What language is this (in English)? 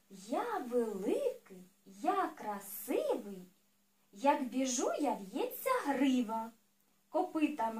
Ukrainian